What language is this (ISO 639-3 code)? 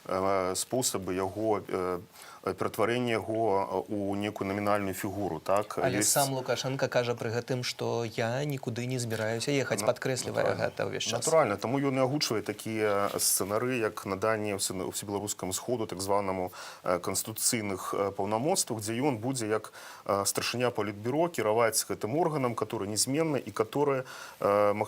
bel